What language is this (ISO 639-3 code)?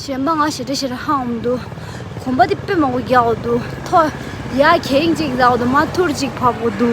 bod